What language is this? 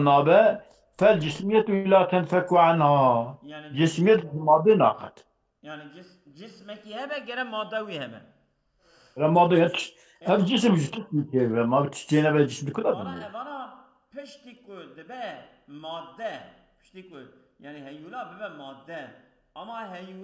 Kurdish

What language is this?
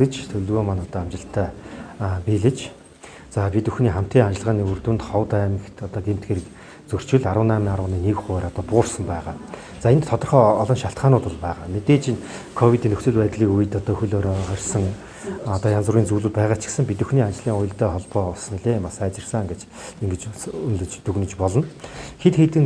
Mongolian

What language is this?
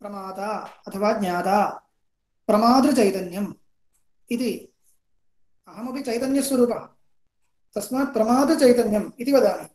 Sanskrit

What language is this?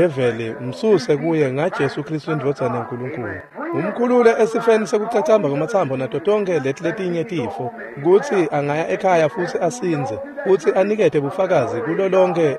Swati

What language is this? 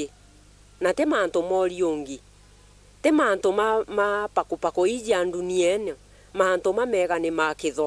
Meru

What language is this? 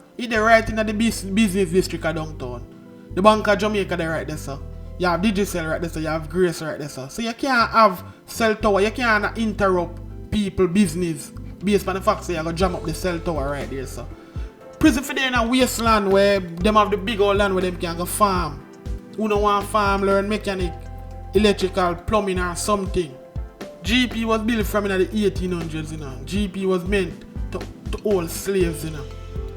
Jamaican Creole English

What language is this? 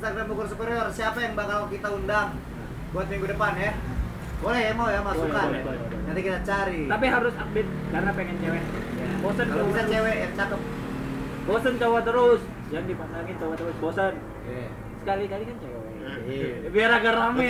Indonesian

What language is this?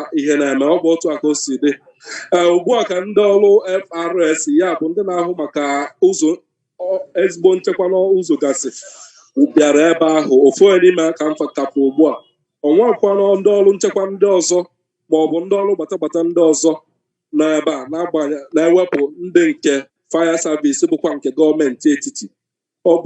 Igbo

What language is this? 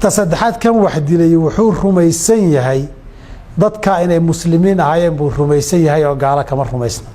Somali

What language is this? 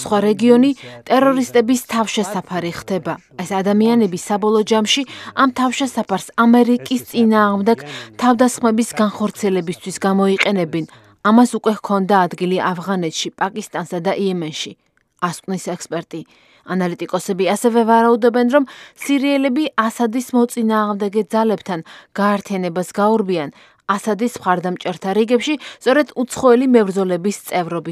Georgian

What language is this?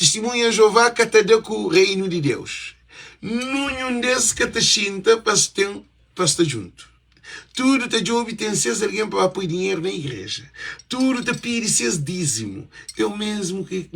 Kabuverdianu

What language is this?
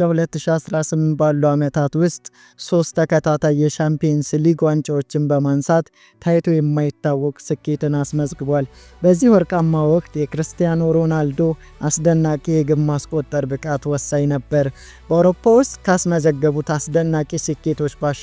Amharic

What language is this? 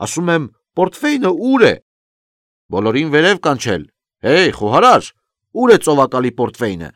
Armenian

